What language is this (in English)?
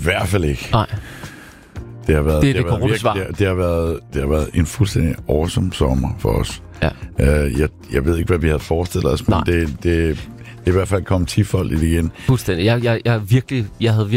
Danish